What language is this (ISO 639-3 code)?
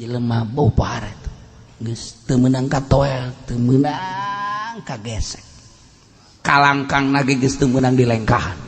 sun